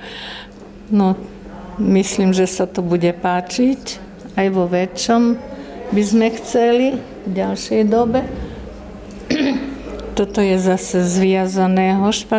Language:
Slovak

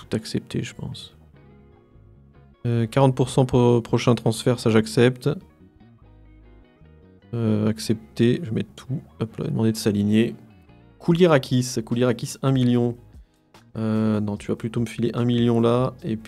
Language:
French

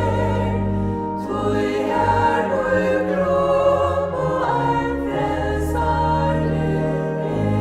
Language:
Faroese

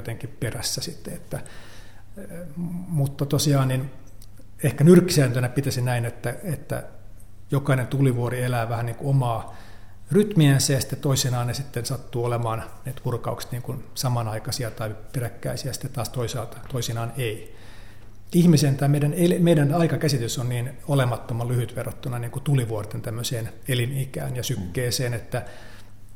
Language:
Finnish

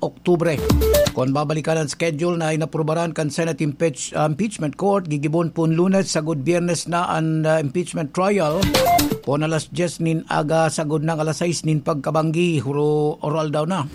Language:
Bikol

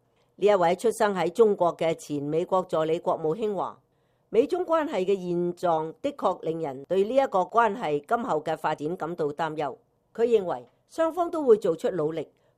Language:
Cantonese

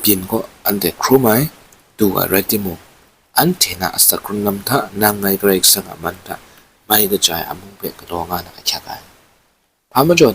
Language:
Kachin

